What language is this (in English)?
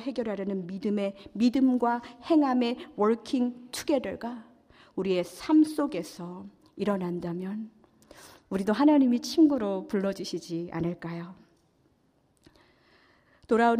Korean